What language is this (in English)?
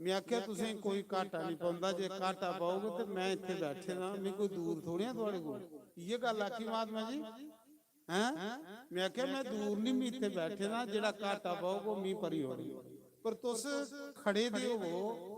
Dogri